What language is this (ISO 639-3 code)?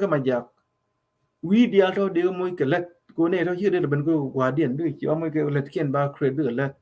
nus